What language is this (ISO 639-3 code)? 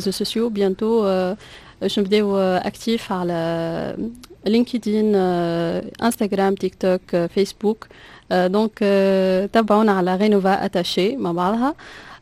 aeb